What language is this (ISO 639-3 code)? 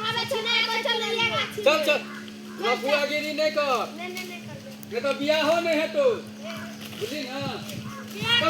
mai